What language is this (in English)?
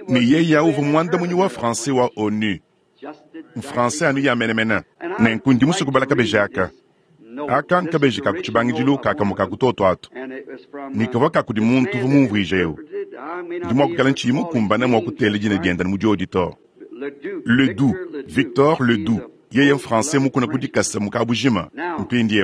Luba-Lulua